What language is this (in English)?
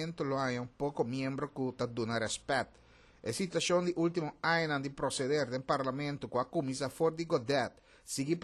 Papiamento